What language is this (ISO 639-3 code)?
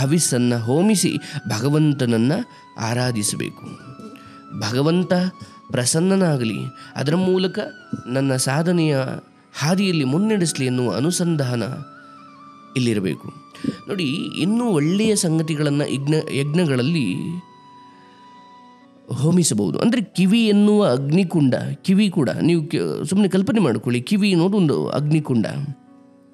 kan